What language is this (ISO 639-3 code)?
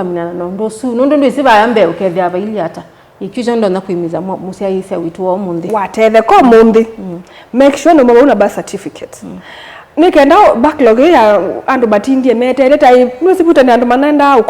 kam